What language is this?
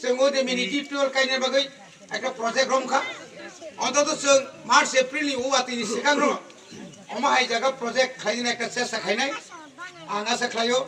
Kok Borok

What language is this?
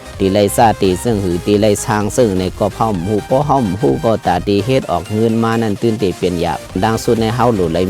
Shan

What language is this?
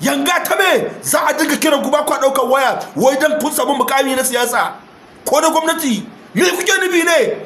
Hausa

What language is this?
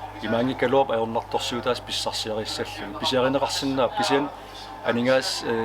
Kalaallisut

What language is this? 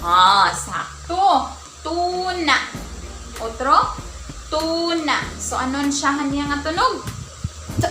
Waray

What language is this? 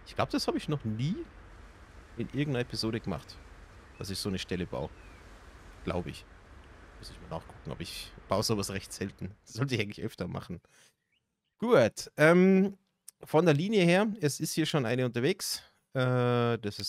German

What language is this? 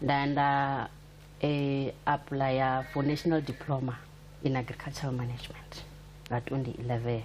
Venda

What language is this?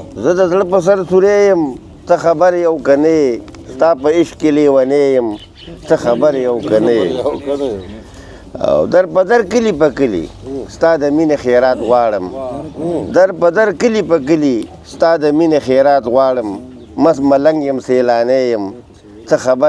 Pashto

